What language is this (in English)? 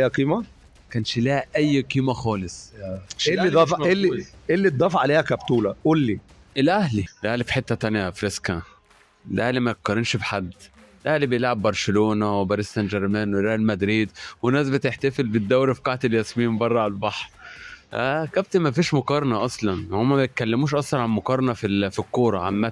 Egyptian Arabic